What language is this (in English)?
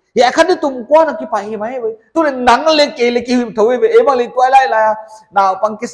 Paite Chin